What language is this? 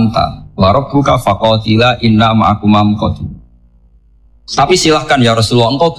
Indonesian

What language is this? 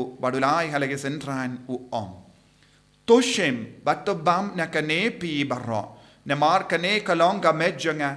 Khasi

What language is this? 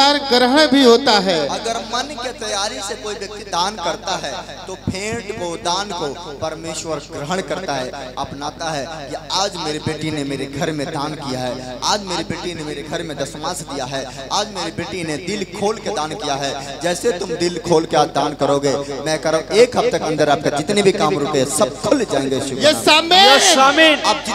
Hindi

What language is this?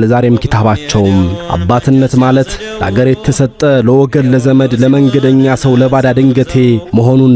Amharic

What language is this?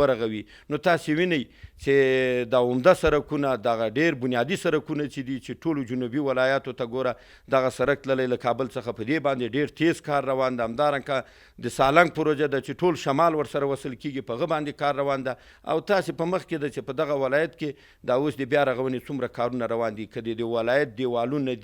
Pashto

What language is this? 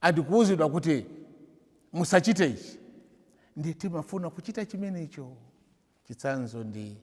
Nyanja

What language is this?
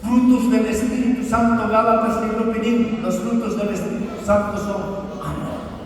South Bolivian Quechua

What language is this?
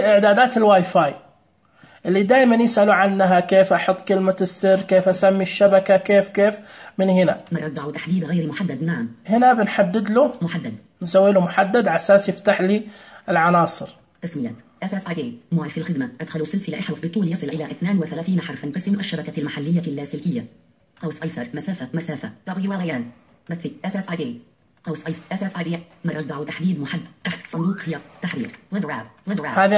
Najdi Arabic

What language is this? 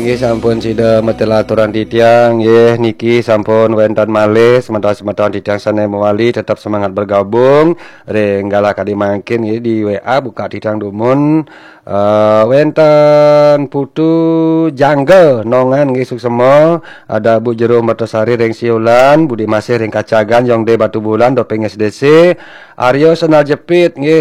Balinese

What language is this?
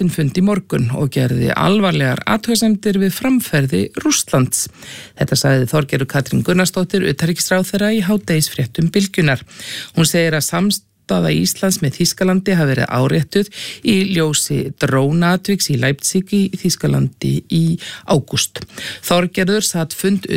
Icelandic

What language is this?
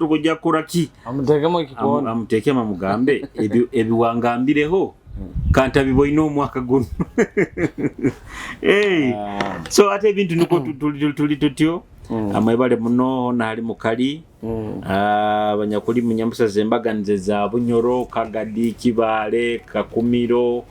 Nyoro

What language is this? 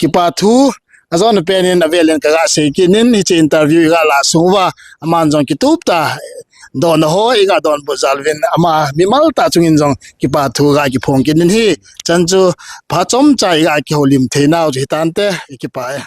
Thado Chin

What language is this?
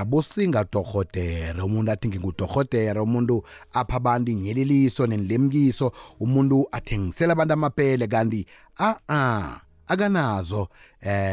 South Ndebele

